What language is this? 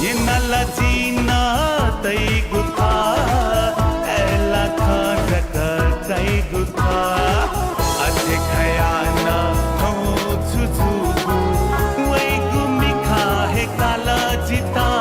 Newari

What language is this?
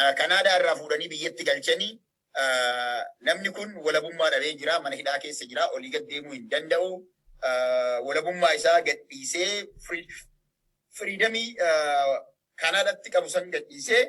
Oromo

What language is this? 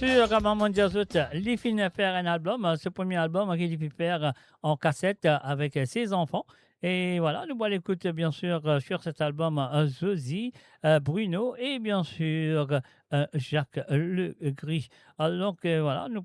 Morisyen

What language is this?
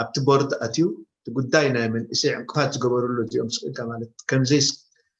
Tigrinya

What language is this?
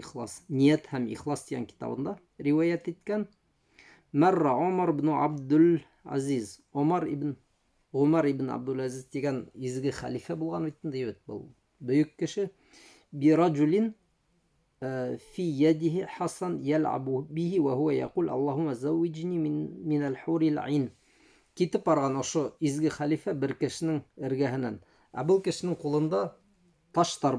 Bashkir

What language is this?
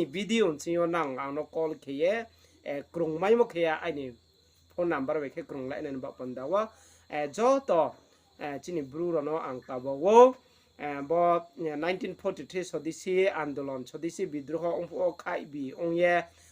Riang (India)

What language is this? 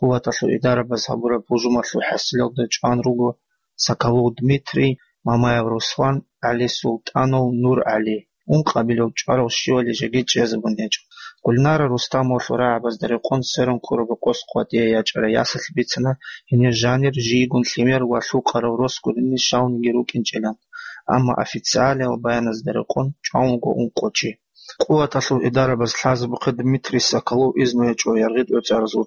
Avaric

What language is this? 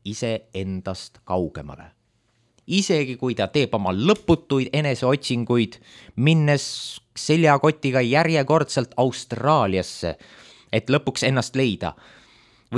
Estonian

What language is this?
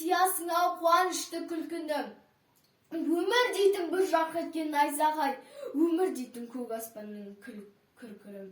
Kazakh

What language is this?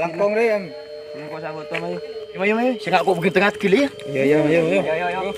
Madurese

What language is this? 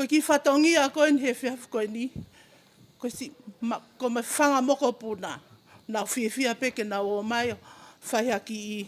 Tongan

